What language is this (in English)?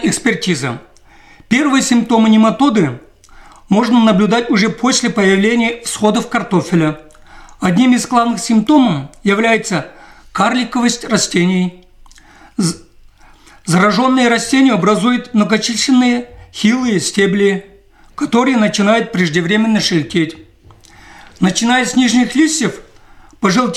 Russian